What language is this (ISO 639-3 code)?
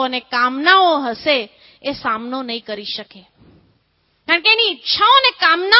guj